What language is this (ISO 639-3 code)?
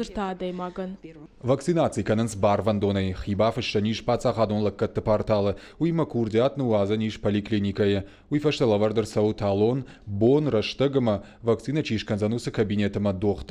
oss